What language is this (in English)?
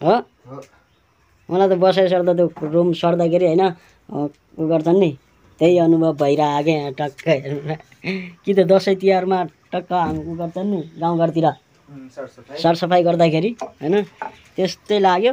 Nepali